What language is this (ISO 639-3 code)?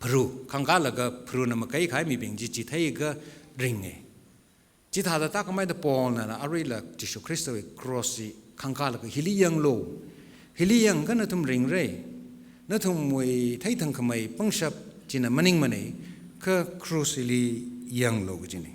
nmf